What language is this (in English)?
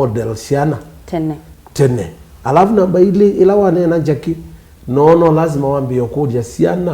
Kamba